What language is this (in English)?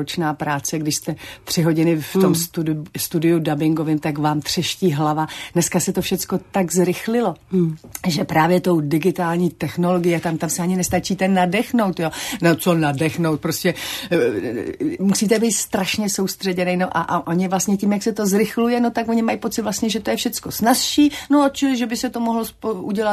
Czech